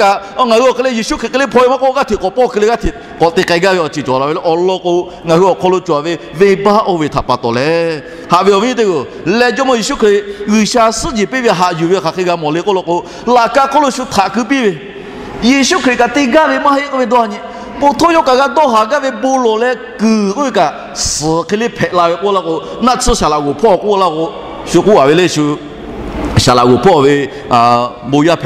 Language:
Lahu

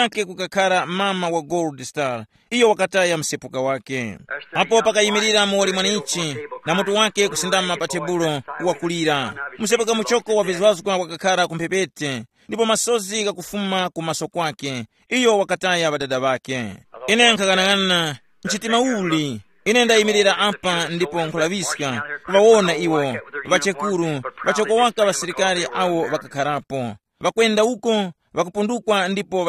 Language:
Tumbuka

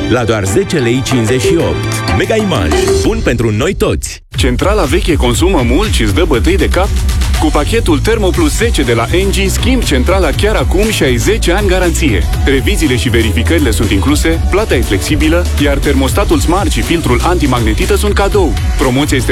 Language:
Romanian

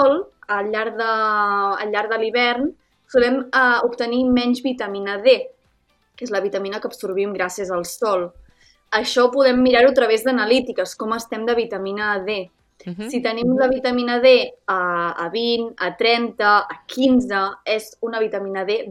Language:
Catalan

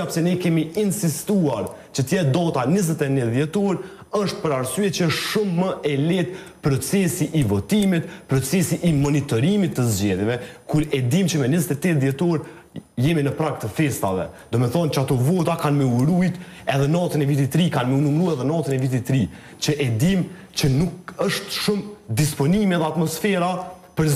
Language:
Albanian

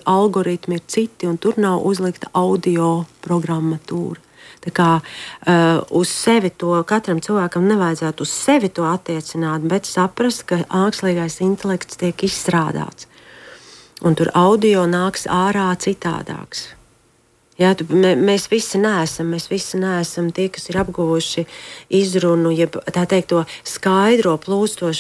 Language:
Latvian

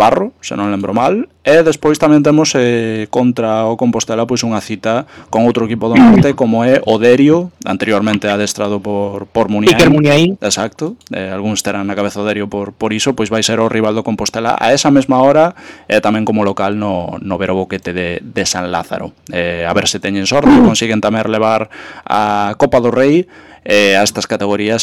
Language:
Galician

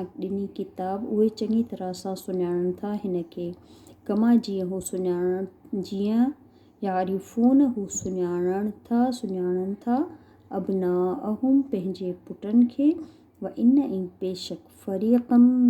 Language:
Sindhi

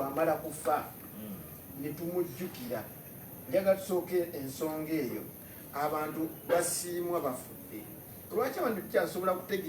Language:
Ganda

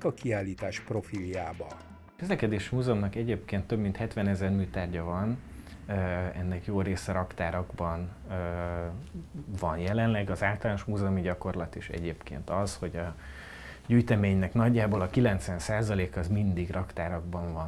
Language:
Hungarian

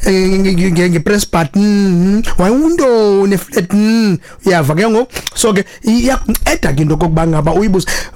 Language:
Xhosa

